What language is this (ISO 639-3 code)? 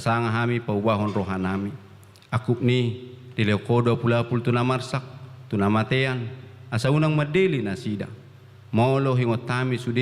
bbc